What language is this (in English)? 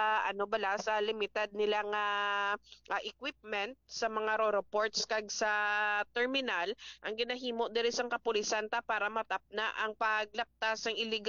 Hiligaynon